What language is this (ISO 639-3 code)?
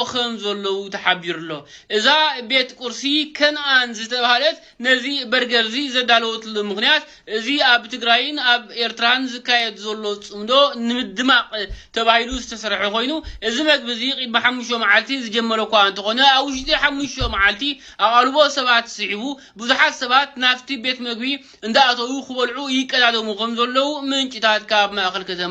tir